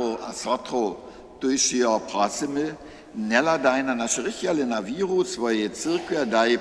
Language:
Upper Sorbian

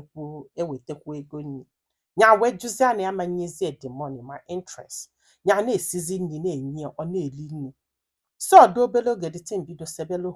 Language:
Igbo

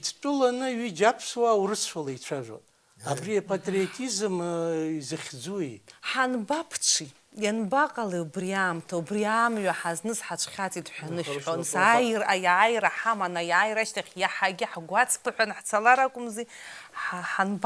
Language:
Abkhazian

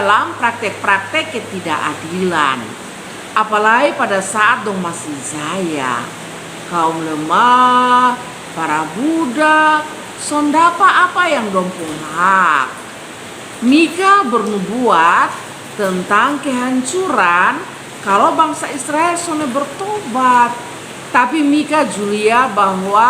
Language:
Kupang Malay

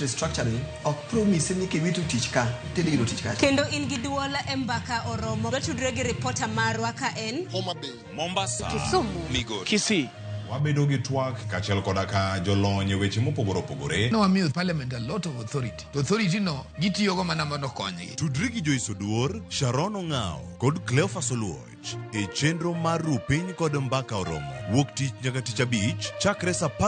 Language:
Luo (Kenya and Tanzania)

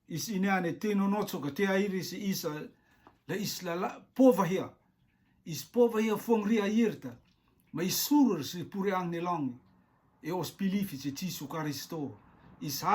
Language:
Rotuman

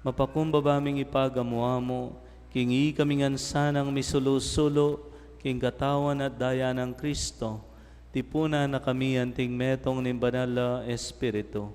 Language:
Pampanga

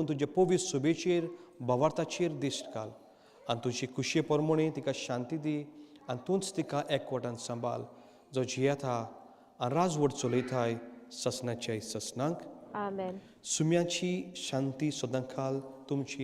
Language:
Konkani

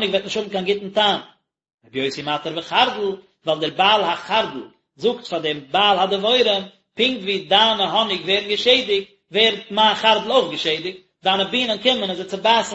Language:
Yiddish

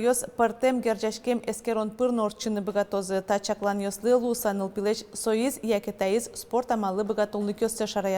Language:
Udmurt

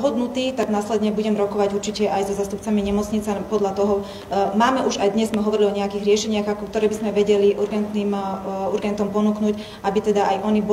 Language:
Slovak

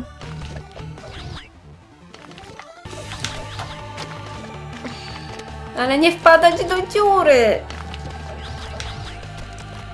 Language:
Polish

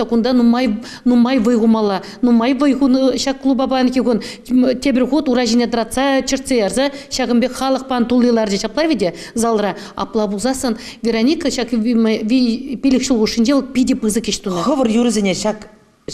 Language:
Chuvash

